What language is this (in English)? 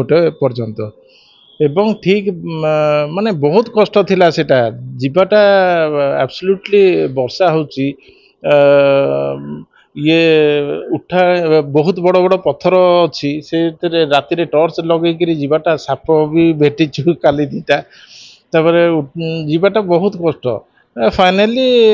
Odia